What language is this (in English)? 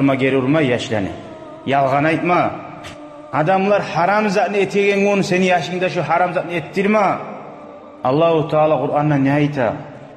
Kumyk